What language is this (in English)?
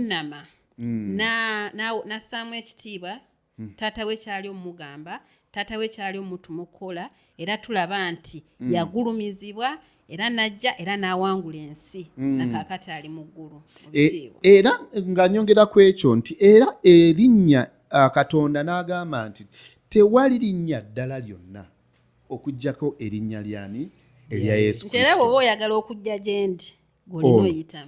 Ganda